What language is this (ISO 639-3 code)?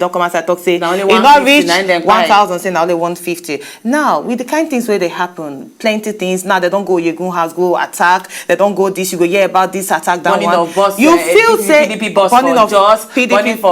pcm